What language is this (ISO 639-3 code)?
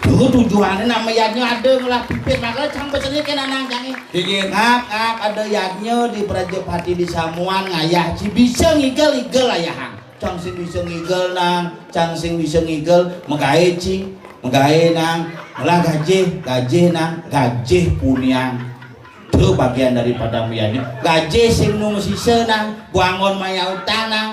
ban